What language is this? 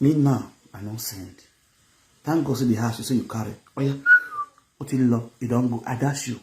Nigerian Pidgin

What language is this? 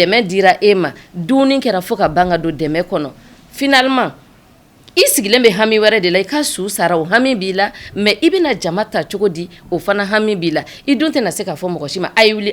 Bambara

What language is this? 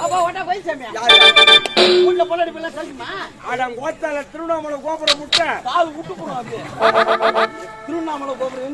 Tamil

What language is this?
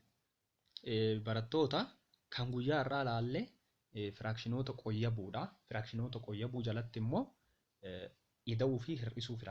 Oromo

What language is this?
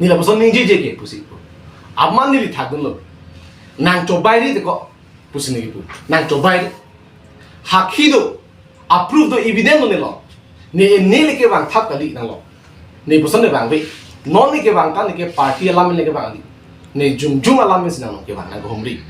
Karbi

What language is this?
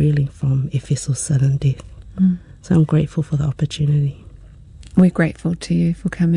English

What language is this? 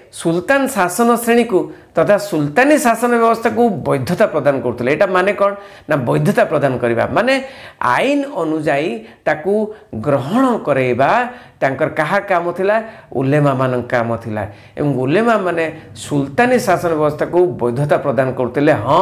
Odia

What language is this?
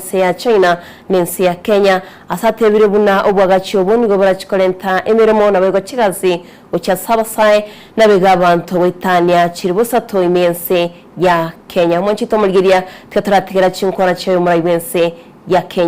Gusii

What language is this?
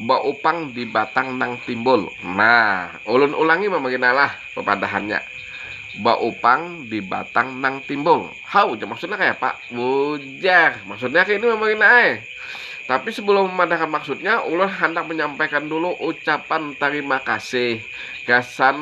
Banjar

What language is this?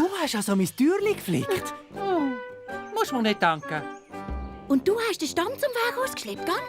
Swiss German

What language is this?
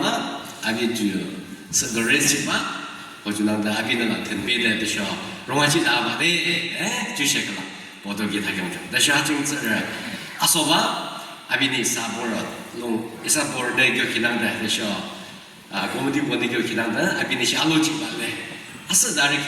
Yimchungru Naga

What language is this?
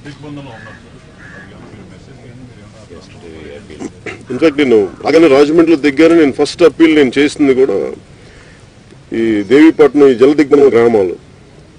Telugu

